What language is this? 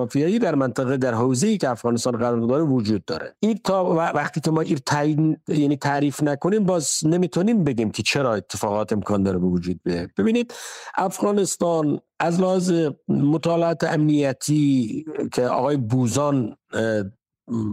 Persian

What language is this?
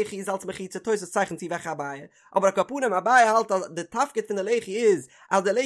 Yiddish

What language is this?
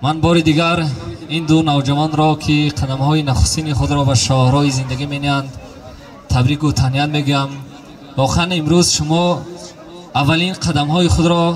Tajik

